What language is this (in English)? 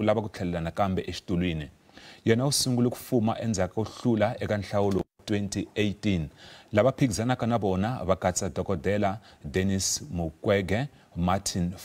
Tsonga